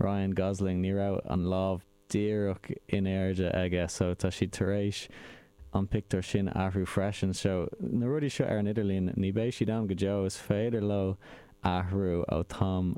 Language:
Irish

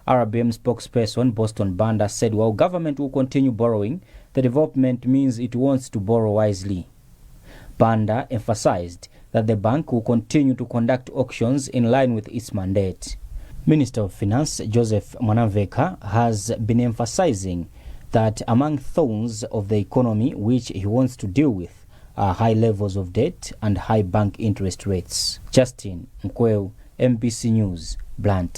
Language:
English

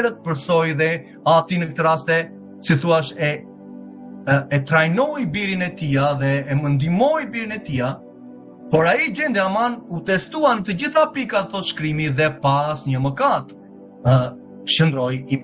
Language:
Albanian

